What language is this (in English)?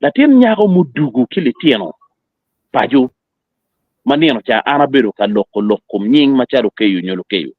Acoli